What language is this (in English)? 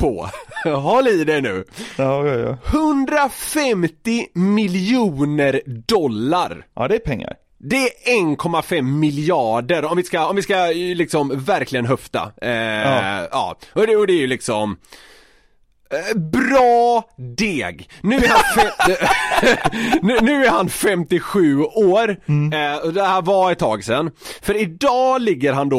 Swedish